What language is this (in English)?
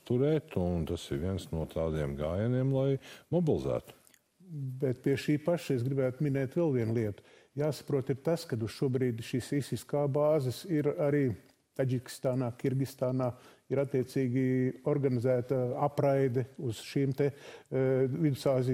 Latvian